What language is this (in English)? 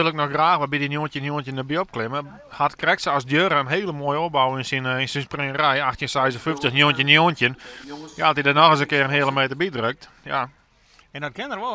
Western Frisian